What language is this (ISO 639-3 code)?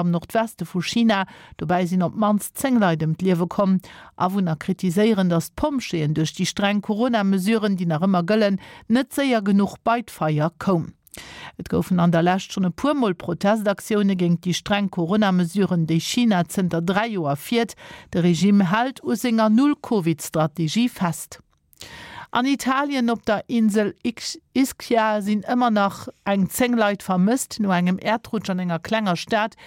ltz